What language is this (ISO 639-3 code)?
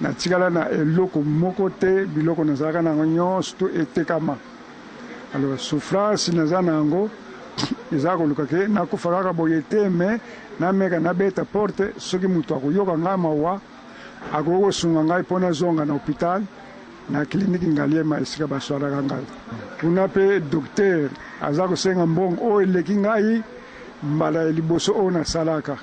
lin